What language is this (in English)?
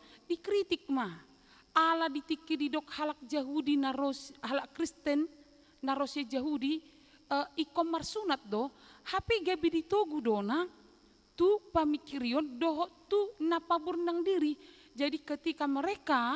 Batak Toba